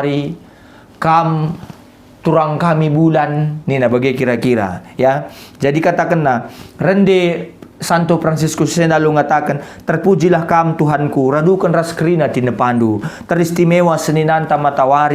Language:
Batak Karo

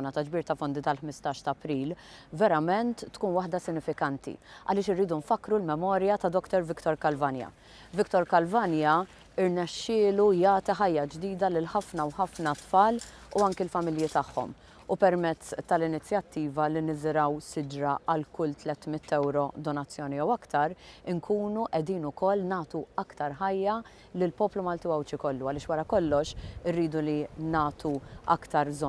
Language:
Maltese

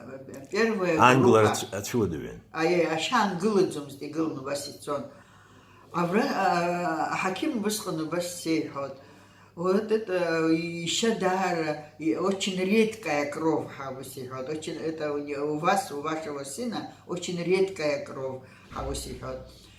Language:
Abkhazian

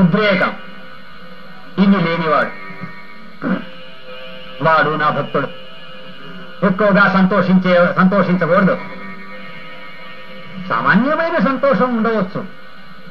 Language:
Telugu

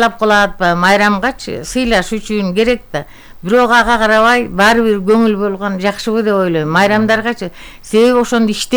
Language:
Kyrgyz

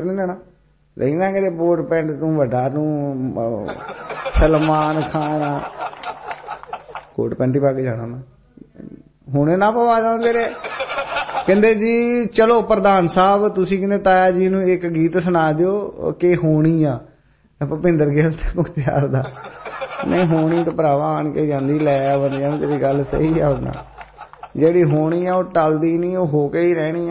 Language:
Punjabi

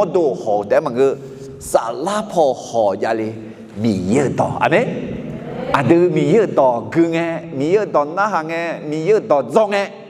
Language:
Akha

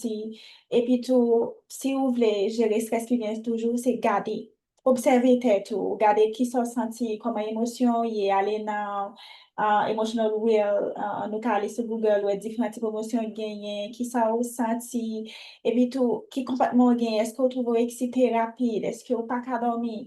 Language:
Haitian Creole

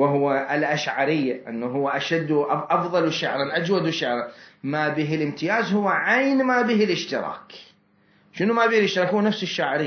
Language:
Mesopotamian Arabic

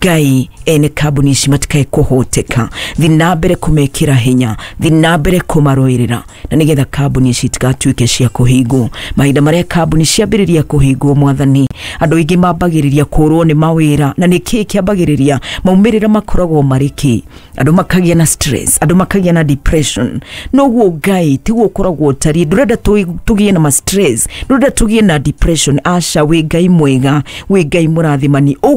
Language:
Kikuyu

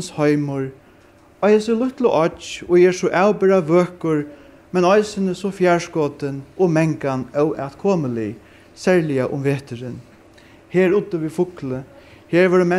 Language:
Faroese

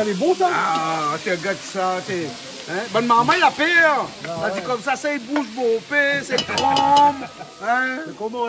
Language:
Réunion Creole French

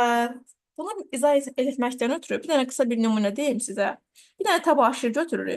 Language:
Azerbaijani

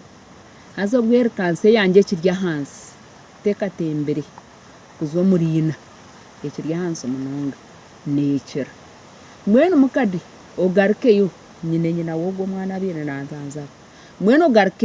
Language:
Nyankole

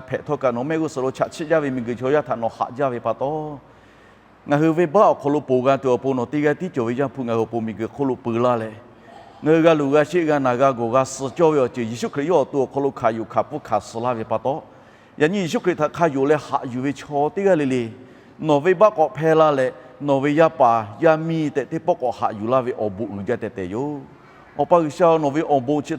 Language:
Lahu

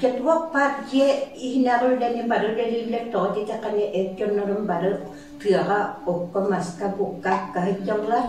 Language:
Yakut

